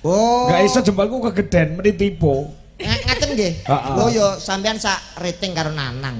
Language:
Javanese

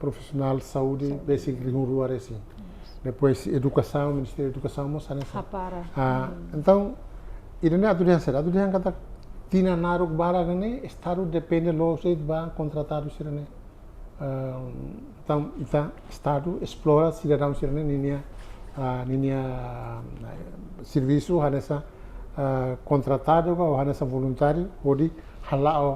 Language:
Tetum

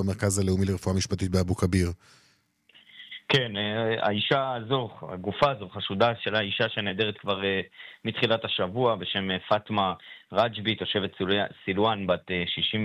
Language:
Hebrew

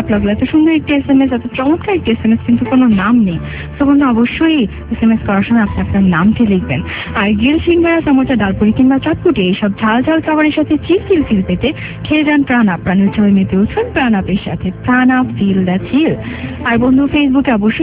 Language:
Bangla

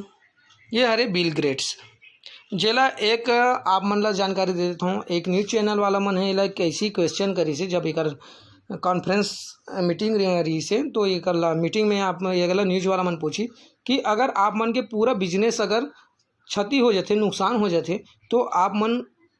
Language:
Chhattisgarhi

